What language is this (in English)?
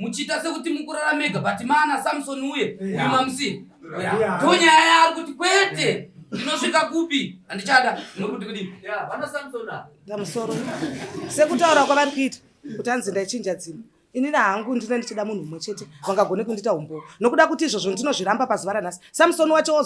Shona